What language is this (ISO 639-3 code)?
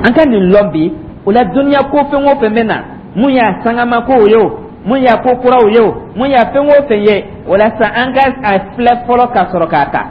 dyu